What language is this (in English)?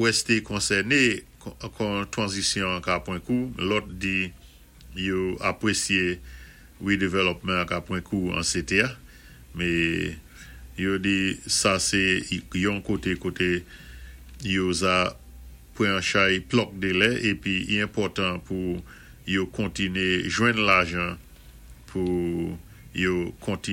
Saint Lucian Creole French